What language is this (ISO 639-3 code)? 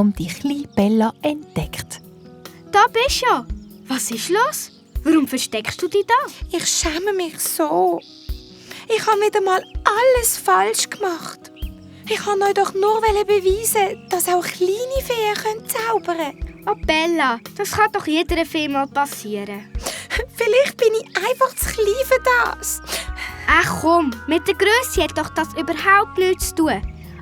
gsw